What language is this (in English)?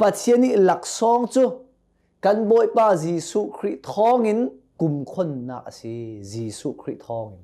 Hakha Chin